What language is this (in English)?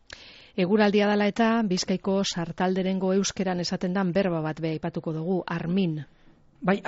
Basque